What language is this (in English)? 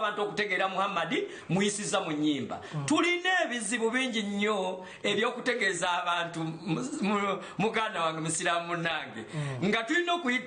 Ganda